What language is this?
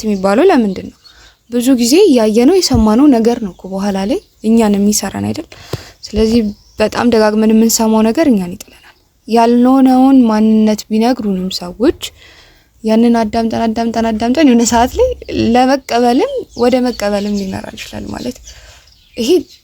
Amharic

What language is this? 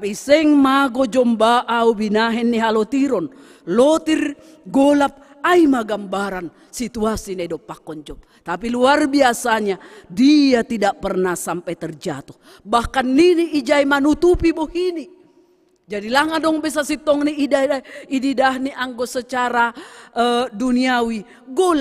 Batak Simalungun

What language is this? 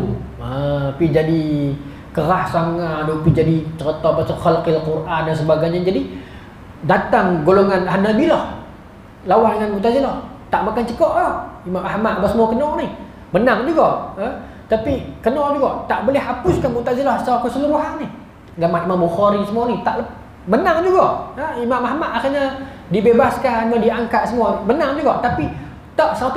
Malay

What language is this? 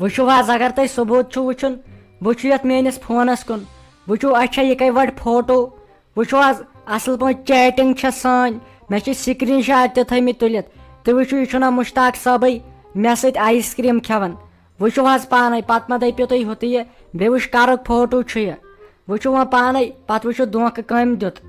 Kashmiri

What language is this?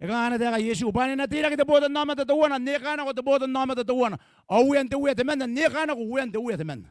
Gilbertese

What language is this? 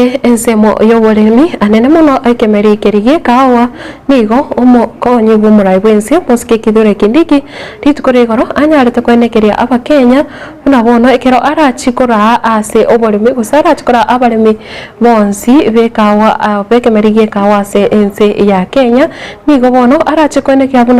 Gusii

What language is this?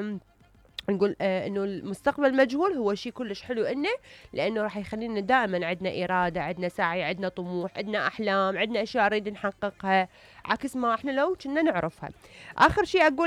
Mesopotamian Arabic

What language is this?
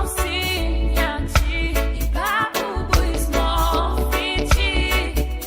Morisyen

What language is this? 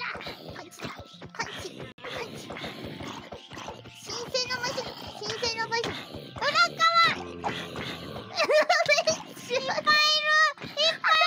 Japanese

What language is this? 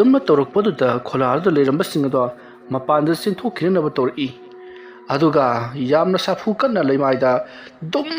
Manipuri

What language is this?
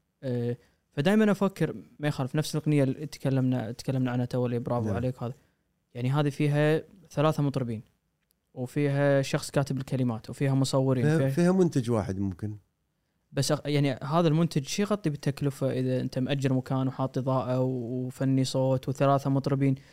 Gulf Arabic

